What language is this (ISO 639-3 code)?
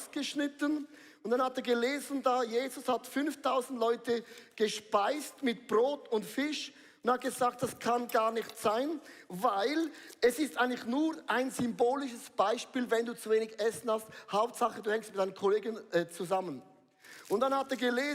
gsw